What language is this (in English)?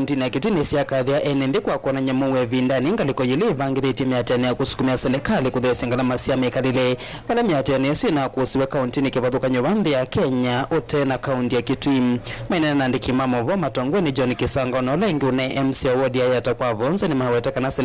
Kamba